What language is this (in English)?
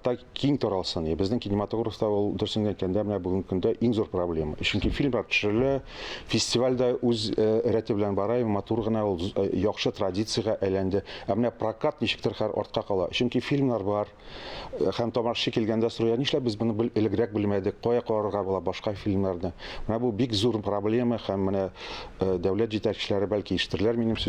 Tatar